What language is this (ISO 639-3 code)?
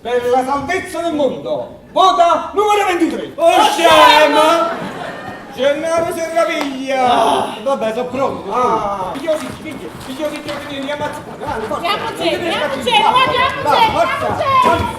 nap